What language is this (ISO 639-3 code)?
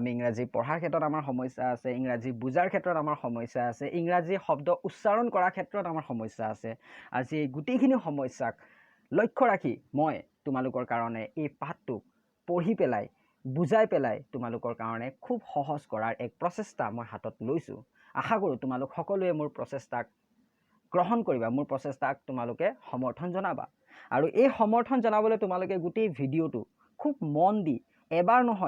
asm